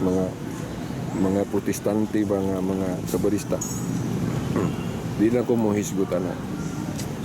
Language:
Cebuano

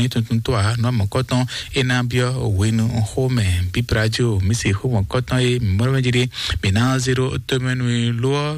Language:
Fon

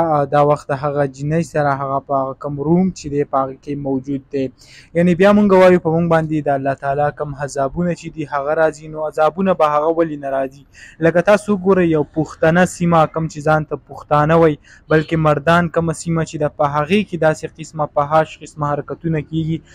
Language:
Pashto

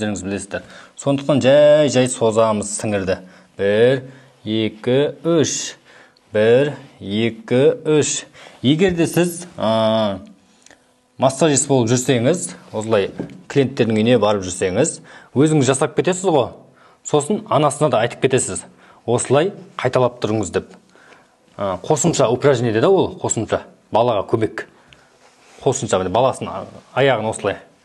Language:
Kazakh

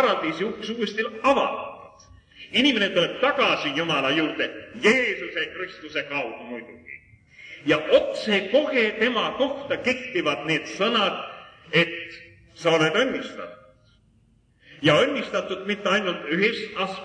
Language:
Estonian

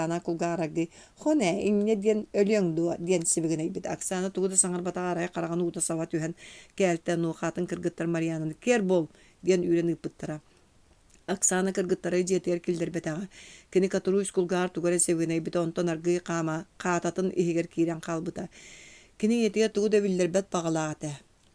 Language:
Yakut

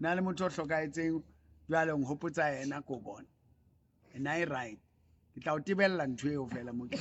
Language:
Southern Sotho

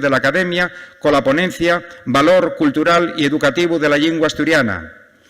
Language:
Asturian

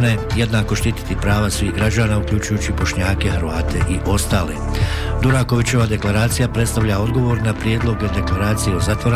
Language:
Bosnian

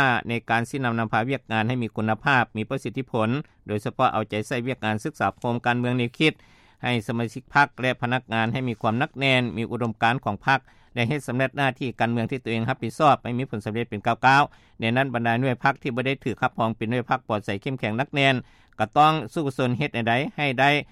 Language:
Lao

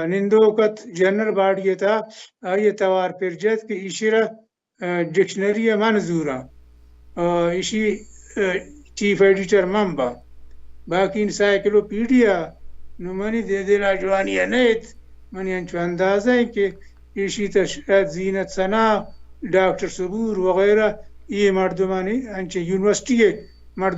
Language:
Baluchi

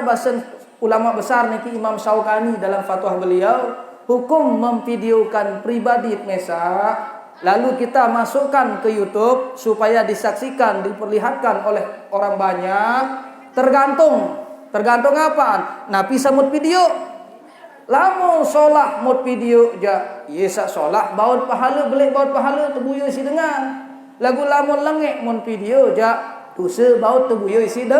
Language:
Sasak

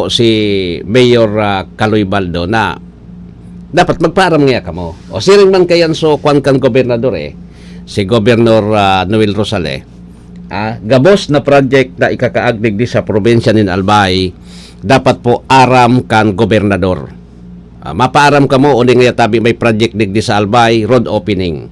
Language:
Bikol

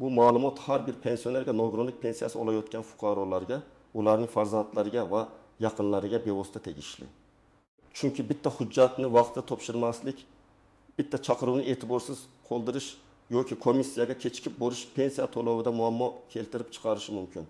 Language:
Uzbek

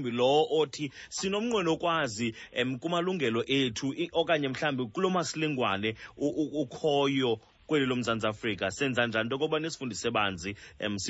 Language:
Xhosa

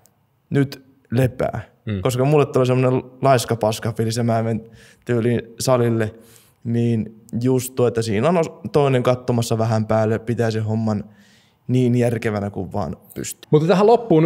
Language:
Finnish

